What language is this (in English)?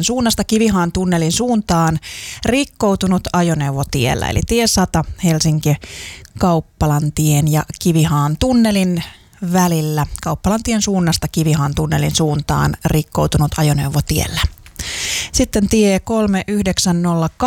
Finnish